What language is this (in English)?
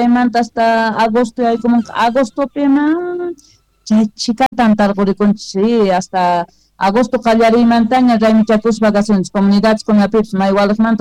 South Bolivian Quechua